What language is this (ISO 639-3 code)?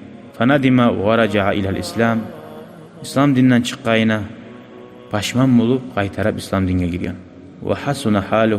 kum